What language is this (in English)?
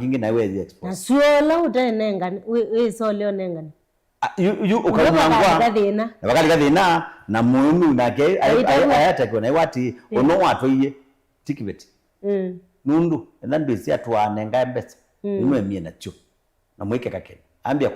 Kamba